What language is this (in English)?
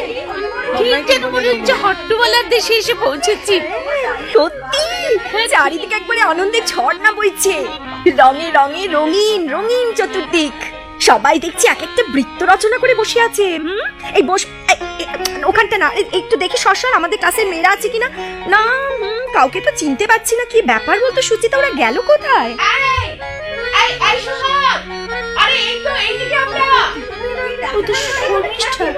Bangla